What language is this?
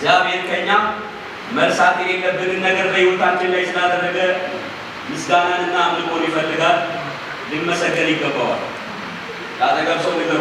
Amharic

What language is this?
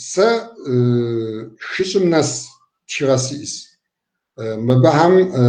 Kabardian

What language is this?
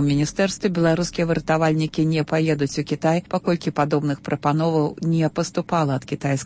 Belarusian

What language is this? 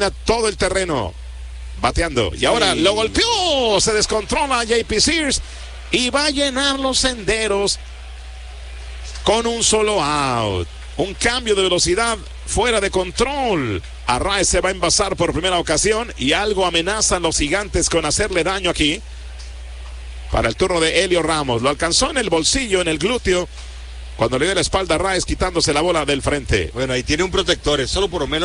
Spanish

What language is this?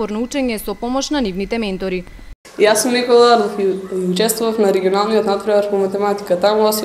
Macedonian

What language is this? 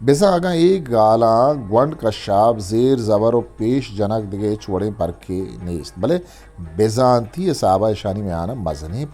Eastern Balochi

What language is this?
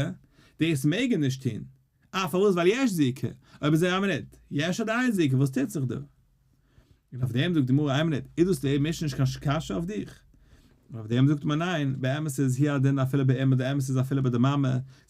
Yiddish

